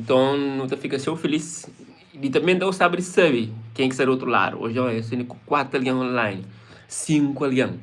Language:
Kabuverdianu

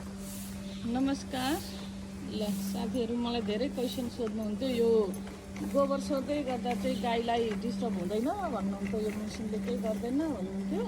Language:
Nepali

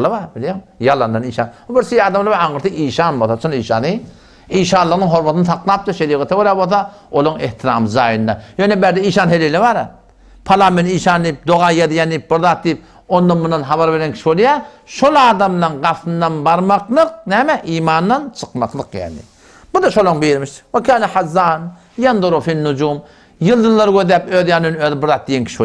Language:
Turkmen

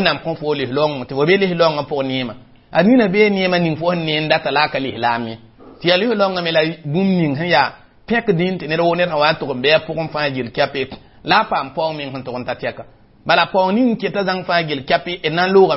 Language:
Mossi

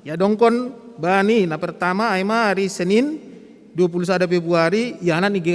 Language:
Batak Simalungun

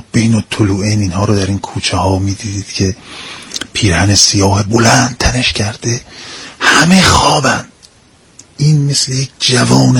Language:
Persian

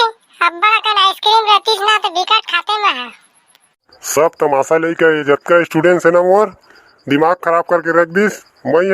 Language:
Chhattisgarhi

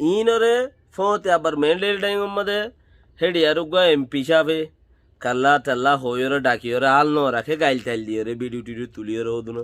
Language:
Rohingya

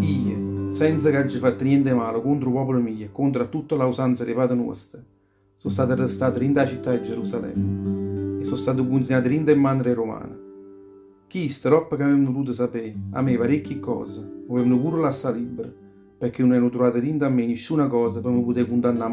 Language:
Neapolitan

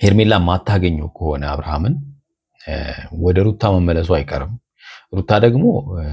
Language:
Amharic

